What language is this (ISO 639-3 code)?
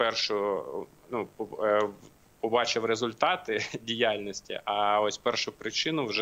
ukr